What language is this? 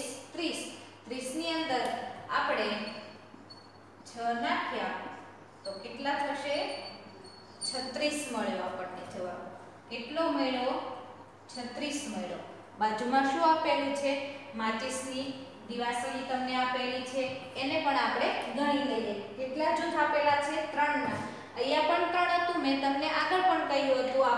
Gujarati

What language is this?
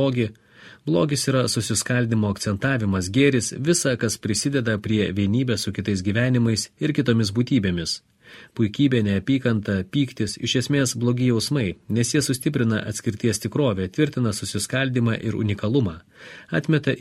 Lithuanian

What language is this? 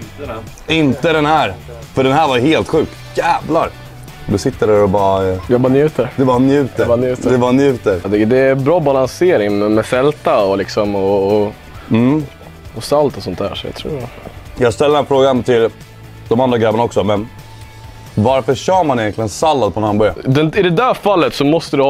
Swedish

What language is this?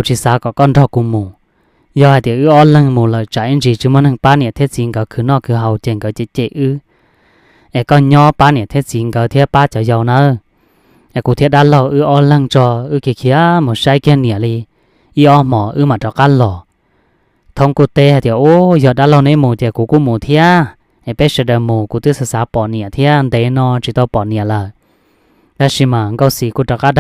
Hmong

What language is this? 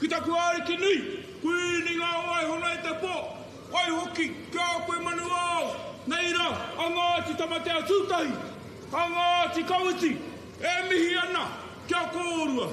Māori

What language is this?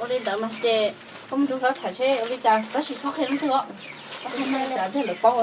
Hmong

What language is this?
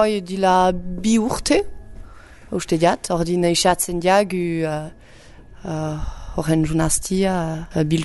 Basque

